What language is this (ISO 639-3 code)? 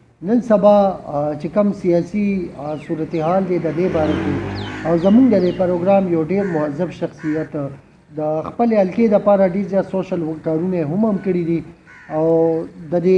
pus